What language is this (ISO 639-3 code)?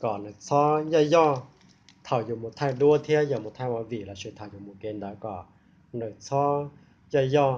hmn